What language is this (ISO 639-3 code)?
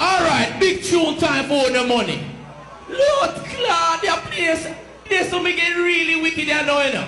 jam